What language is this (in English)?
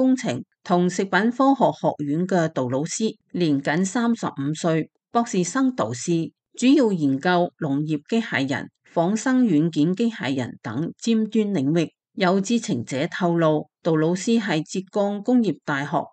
Cantonese